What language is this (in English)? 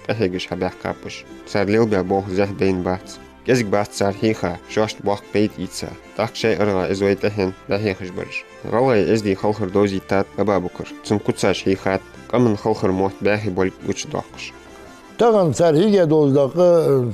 Ingush